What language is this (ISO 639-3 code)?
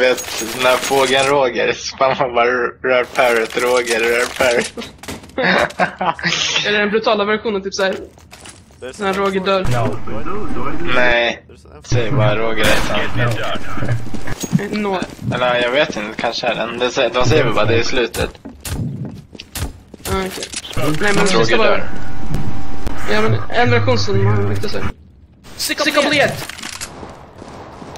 swe